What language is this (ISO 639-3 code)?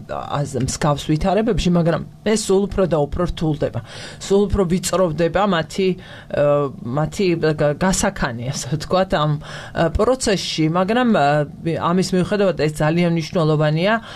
kat